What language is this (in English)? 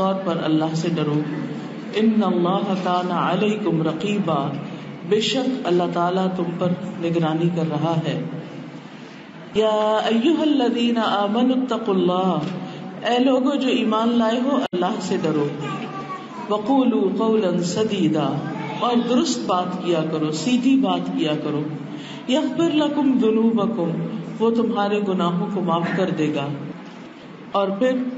Urdu